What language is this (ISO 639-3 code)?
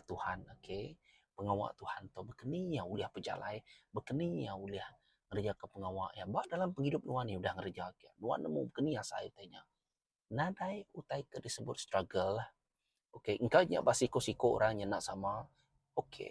iba